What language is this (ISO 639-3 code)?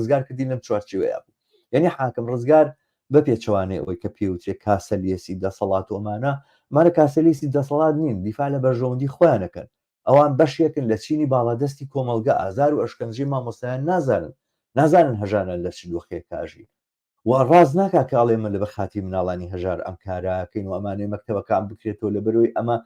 ckb